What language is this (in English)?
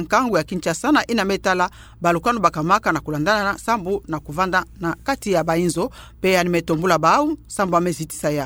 Kituba (Democratic Republic of Congo)